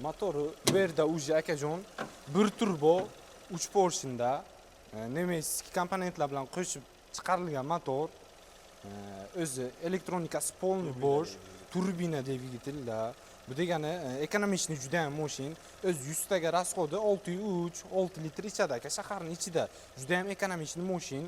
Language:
Uzbek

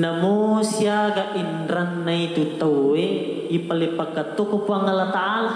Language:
Buginese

